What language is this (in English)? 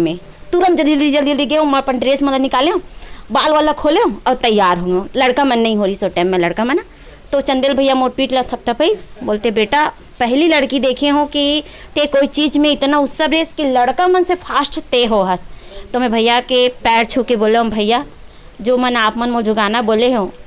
Chhattisgarhi